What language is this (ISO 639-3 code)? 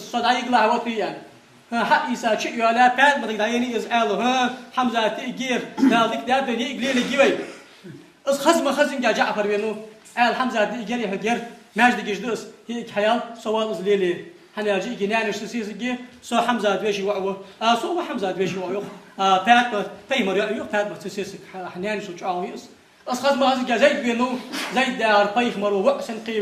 inh